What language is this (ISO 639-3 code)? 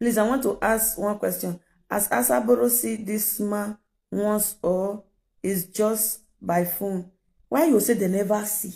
pcm